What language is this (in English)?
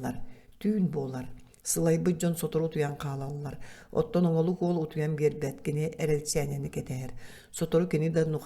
Yakut